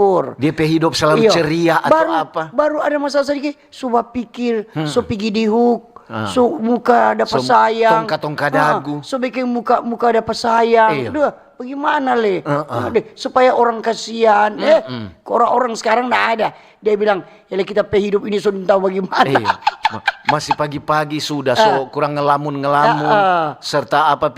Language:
Manado Malay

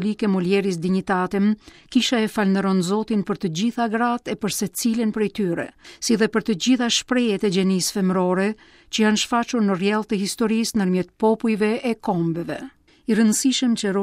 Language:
Albanian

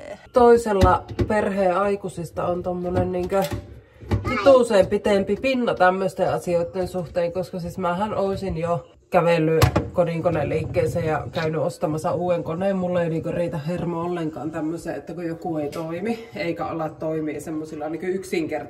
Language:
Finnish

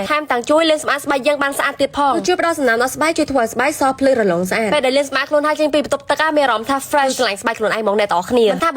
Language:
Khmer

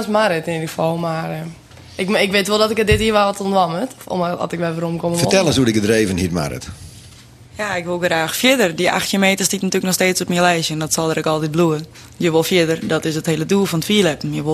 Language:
Western Frisian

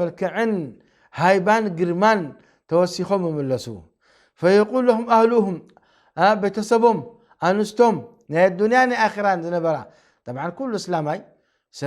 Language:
Tigrinya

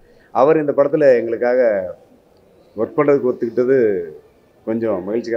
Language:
Tamil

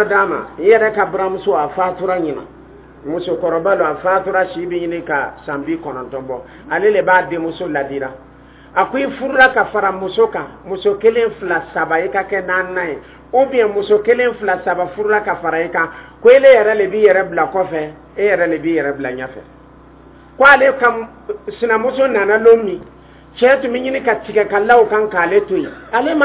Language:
Dyula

